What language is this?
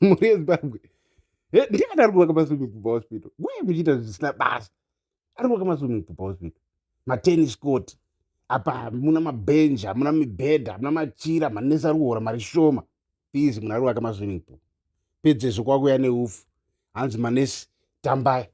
Shona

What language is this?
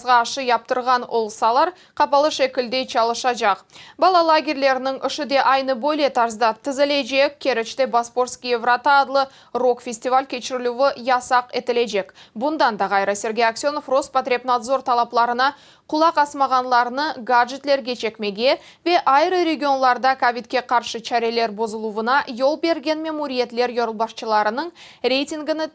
Crimean Tatar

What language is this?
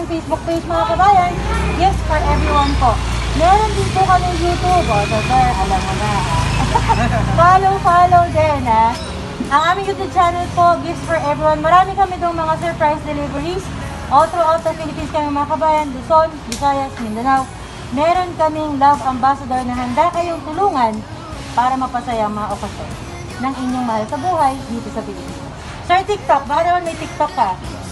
Filipino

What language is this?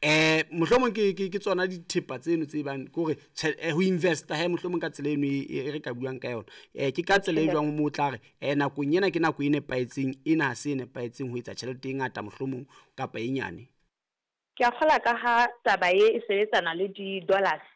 Southern Sotho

